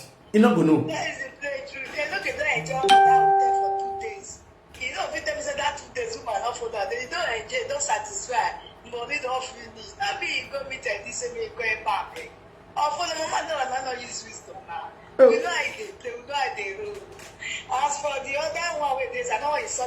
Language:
Nigerian Pidgin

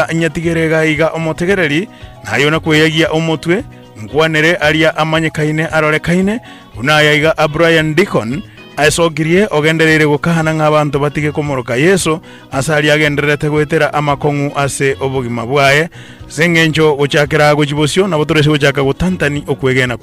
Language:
Gusii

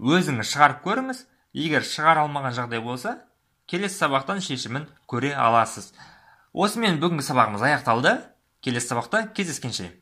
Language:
Kazakh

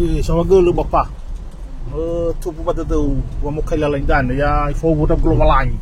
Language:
Nias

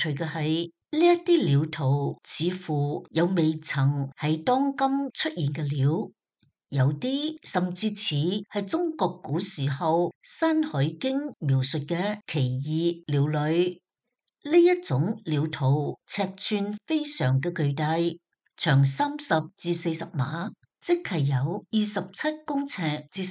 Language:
Cantonese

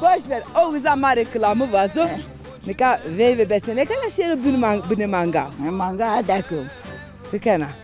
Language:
Zaza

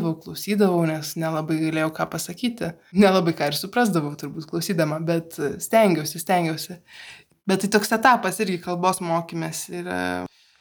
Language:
Lithuanian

